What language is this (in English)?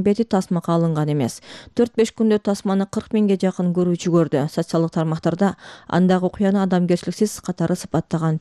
Kyrgyz